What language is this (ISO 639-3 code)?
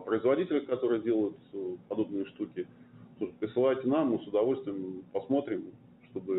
rus